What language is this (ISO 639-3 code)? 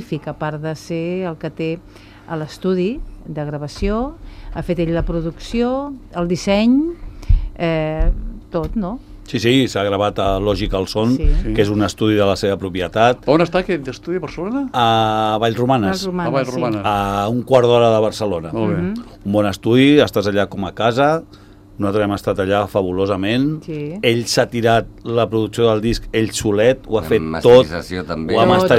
cat